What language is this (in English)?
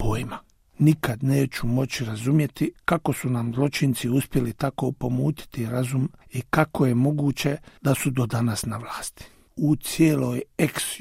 Bosnian